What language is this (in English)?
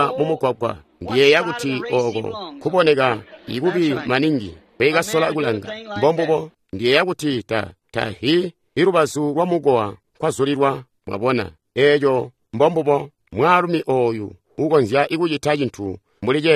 Tonga (Zambia)